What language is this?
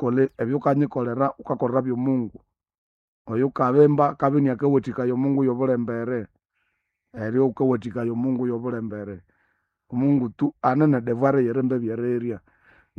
Nande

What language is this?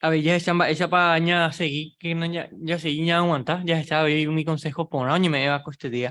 Guarani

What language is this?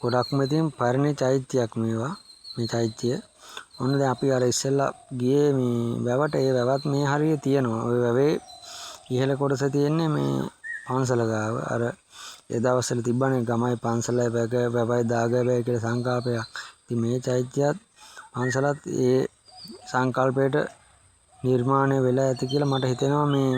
Sinhala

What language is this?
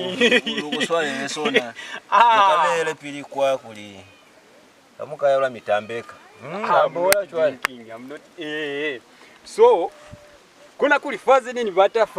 Lozi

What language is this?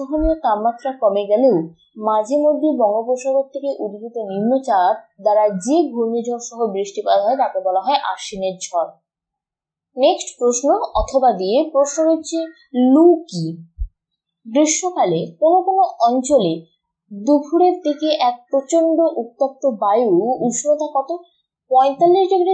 Bangla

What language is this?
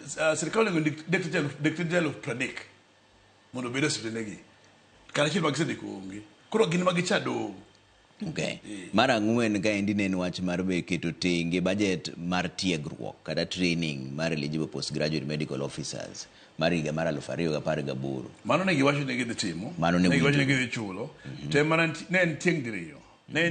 Luo (Kenya and Tanzania)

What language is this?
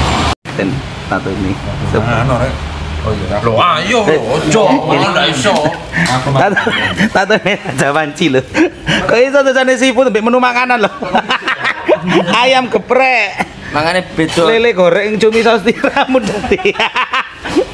Javanese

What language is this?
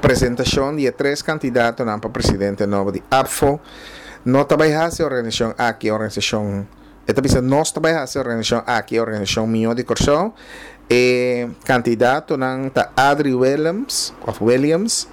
Papiamento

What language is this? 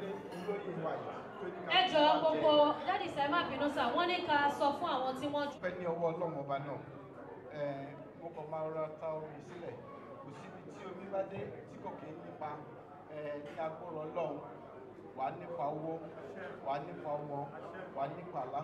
Yoruba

